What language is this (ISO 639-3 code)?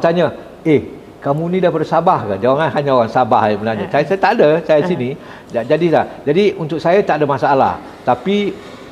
msa